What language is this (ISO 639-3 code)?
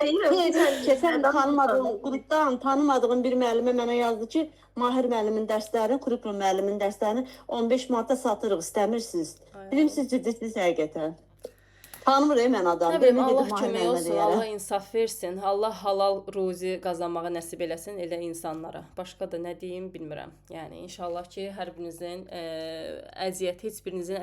aze